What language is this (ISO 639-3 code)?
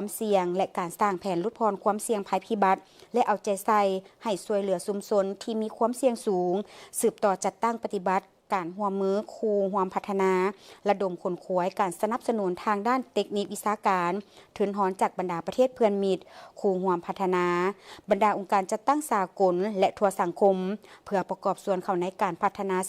lao